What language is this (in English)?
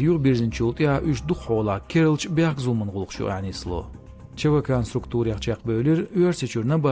Chechen